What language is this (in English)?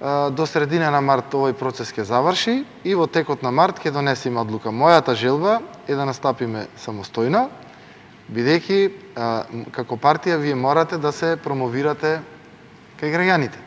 Macedonian